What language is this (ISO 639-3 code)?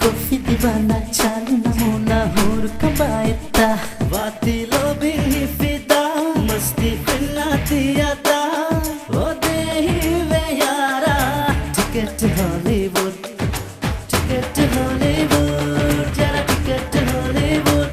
div